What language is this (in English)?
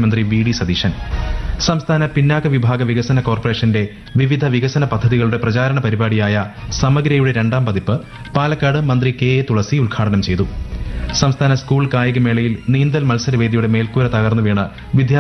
Malayalam